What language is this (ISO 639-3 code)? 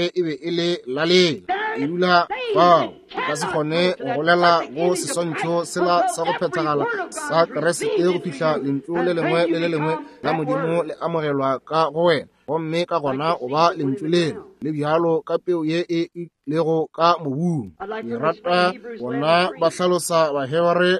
nso